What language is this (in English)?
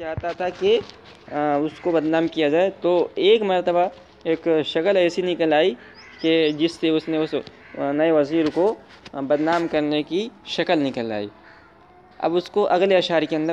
Urdu